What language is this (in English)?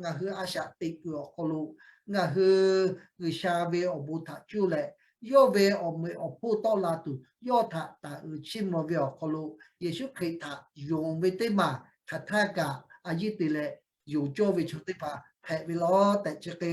Lahu